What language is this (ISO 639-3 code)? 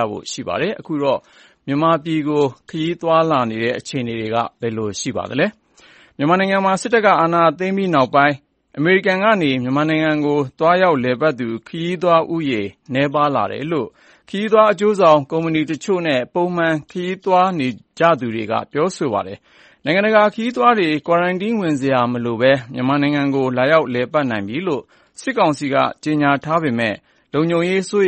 mya